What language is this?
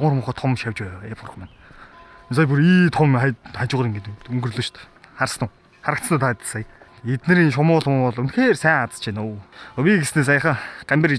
Mongolian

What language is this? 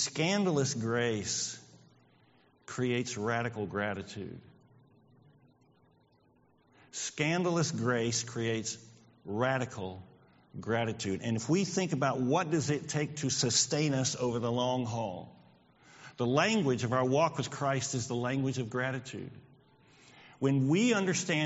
English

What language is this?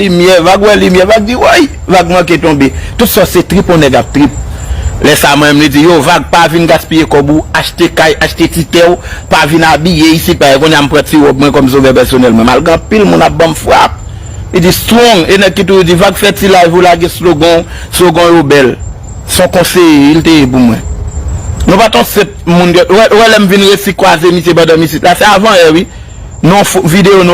Haitian Creole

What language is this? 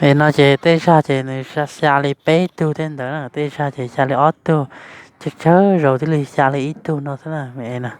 Hmong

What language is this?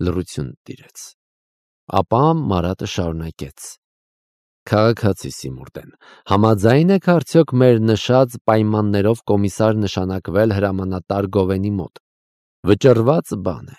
Armenian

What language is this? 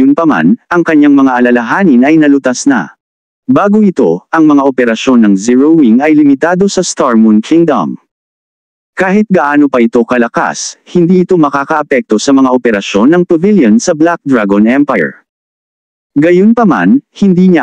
Filipino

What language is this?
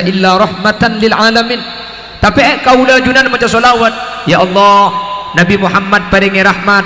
Madurese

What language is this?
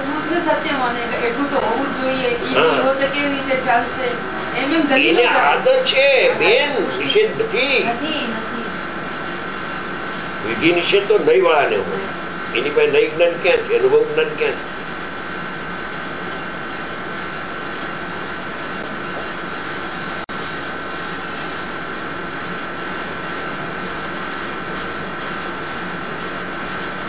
Gujarati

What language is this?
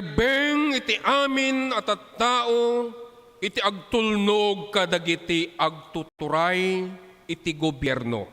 Iloko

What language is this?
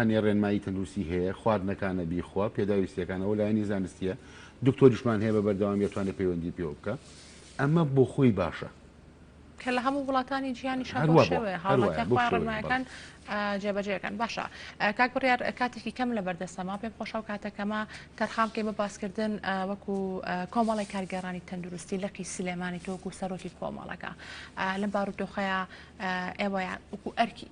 Central Kurdish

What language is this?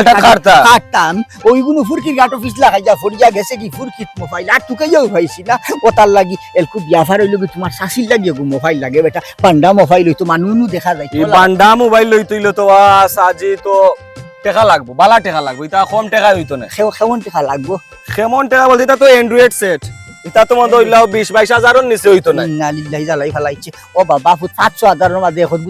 Sylheti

